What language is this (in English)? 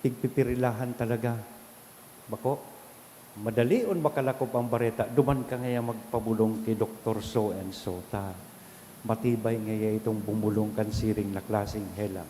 Bikol